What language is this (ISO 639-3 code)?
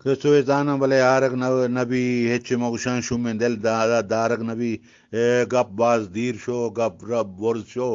bgp